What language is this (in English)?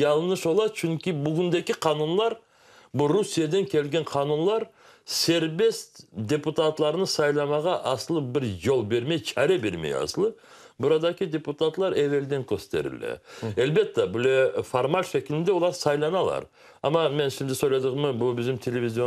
Crimean Tatar